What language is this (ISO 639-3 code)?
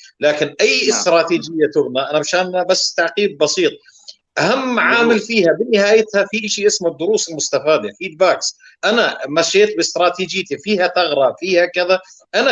apc